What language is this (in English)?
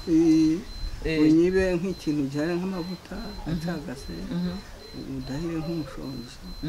Kinyarwanda